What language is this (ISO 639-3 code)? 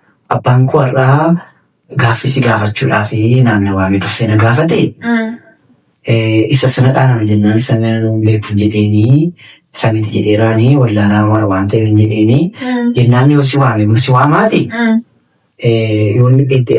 orm